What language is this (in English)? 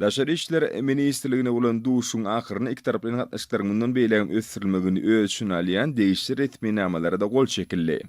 Turkmen